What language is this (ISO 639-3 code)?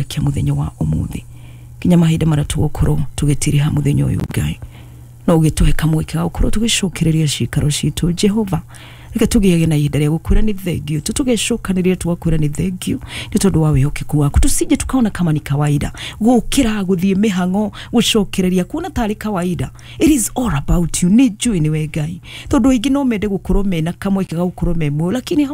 kik